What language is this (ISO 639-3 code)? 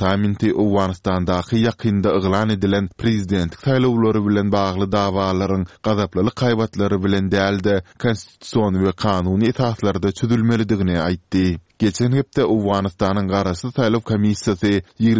tuk